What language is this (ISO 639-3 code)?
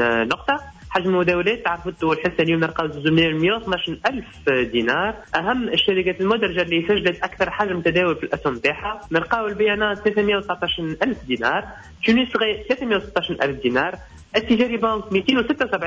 aeb